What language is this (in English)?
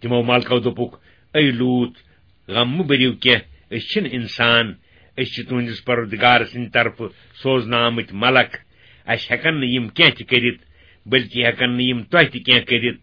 Kashmiri